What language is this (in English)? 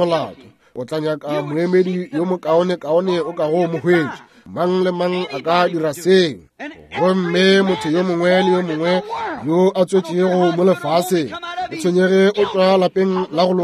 Northern Sotho